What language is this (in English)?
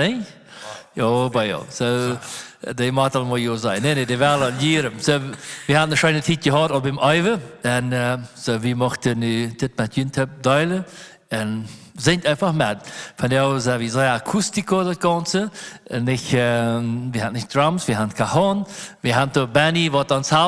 Plautdietsch